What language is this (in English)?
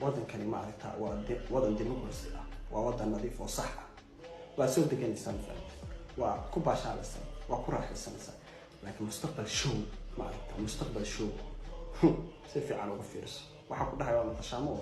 Somali